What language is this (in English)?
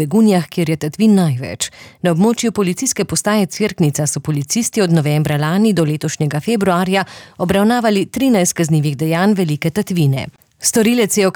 Slovenian